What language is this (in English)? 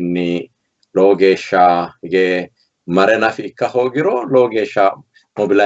Sidamo